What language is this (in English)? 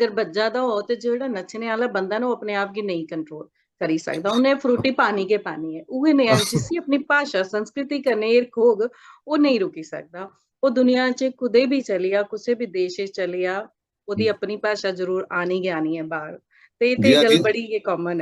Dogri